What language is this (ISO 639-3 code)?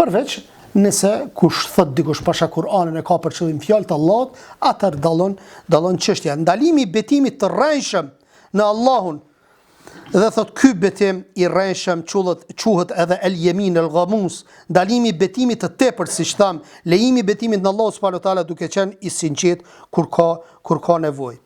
sqi